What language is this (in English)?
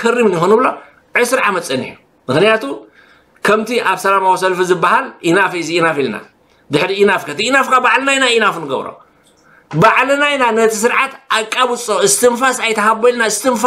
Tigrinya